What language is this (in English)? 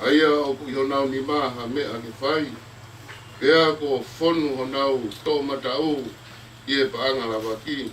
Tongan